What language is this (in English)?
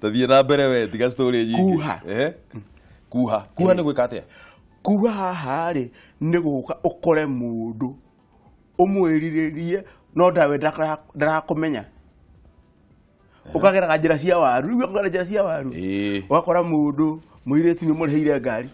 Kikuyu